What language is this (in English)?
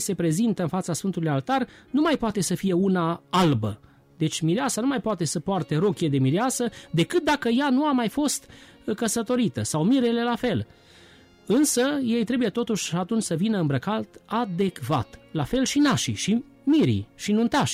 Romanian